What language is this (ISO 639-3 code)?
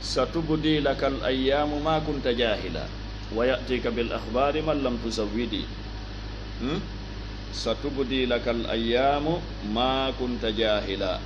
ful